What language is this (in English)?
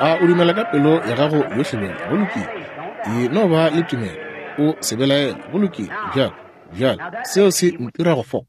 Northern Sotho